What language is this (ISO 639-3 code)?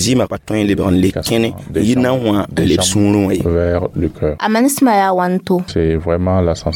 mos